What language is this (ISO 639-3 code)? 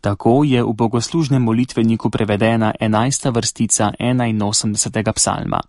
slv